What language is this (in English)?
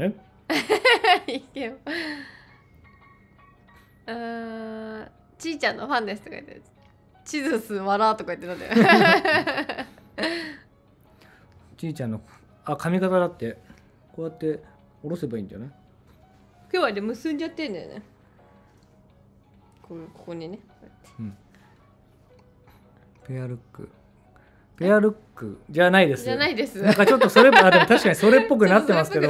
Japanese